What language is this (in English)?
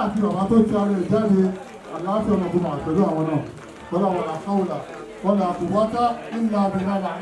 Yoruba